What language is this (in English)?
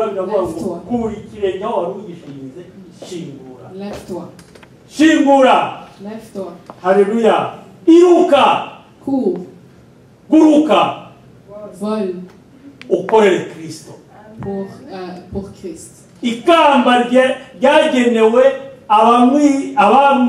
Kinyarwanda